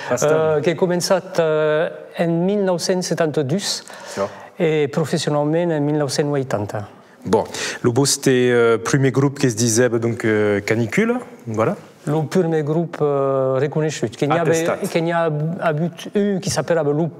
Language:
Occitan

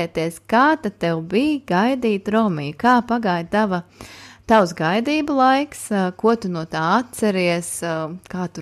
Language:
Latvian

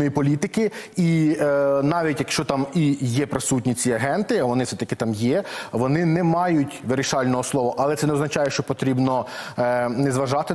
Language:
Ukrainian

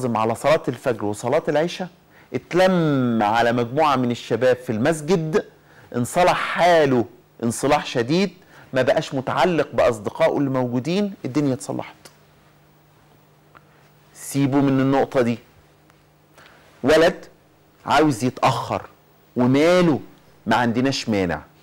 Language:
Egyptian Arabic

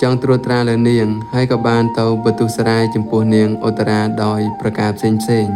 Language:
Khmer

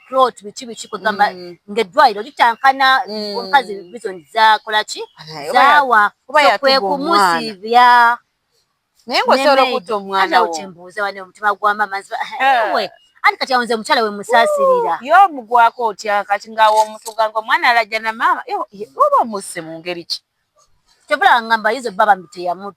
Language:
Ganda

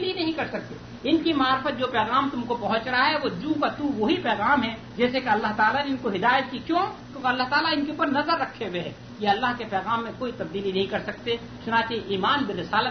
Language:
Urdu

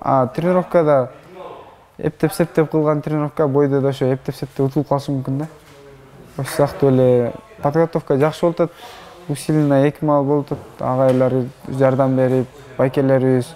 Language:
Kyrgyz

